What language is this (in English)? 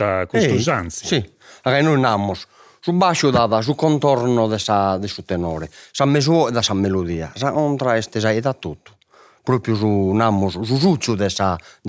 Sardinian